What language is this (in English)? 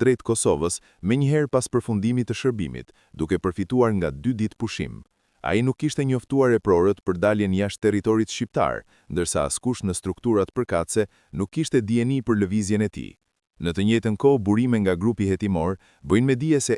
Albanian